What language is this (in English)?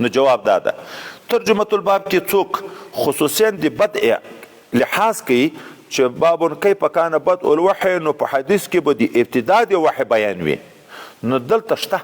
Pashto